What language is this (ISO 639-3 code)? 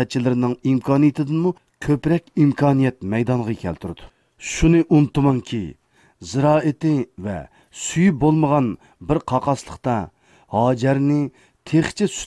uig